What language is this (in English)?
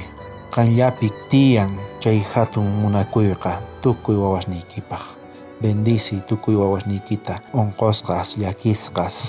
South Bolivian Quechua